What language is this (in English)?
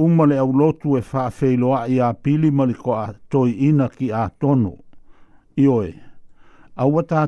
Samoan